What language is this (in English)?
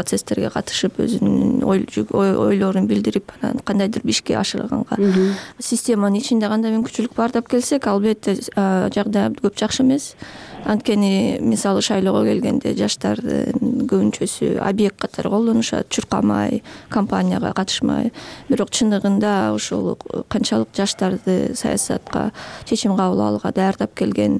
Kyrgyz